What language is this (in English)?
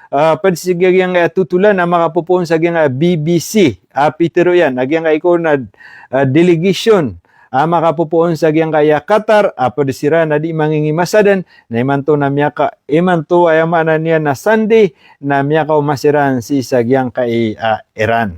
Maranao